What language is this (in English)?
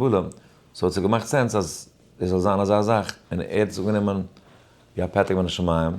Yiddish